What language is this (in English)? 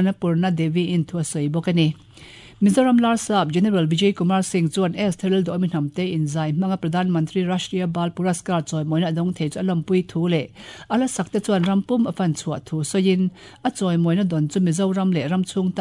Mizo